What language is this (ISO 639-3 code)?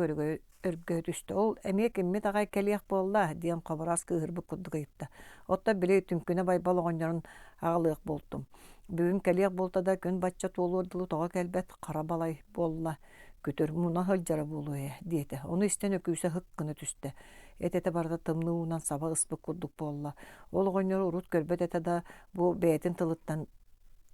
sah